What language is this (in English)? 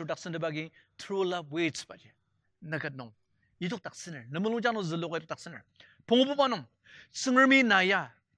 Ao Naga